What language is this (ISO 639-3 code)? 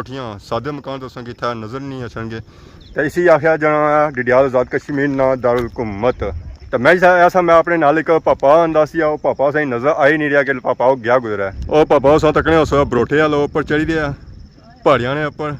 phr